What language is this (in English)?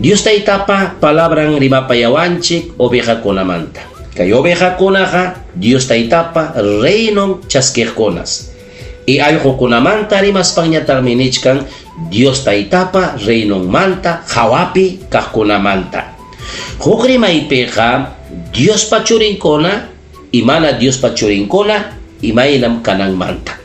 Ayacucho Quechua